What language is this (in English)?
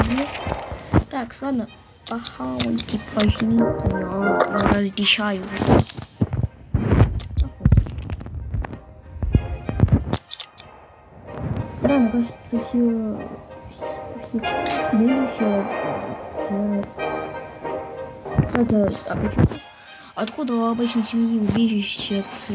Russian